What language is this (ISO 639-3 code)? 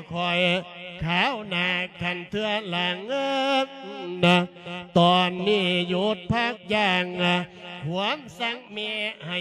lao